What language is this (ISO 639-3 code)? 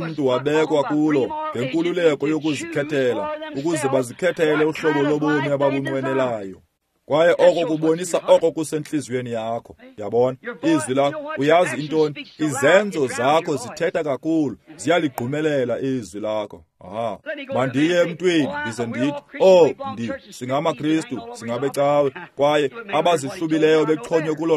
xho